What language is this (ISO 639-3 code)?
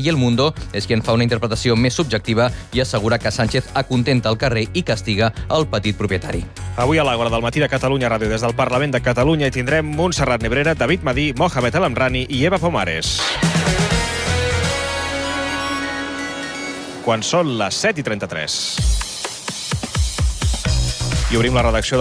cat